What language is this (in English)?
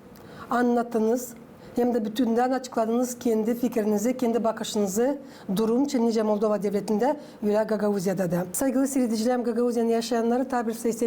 Gagauz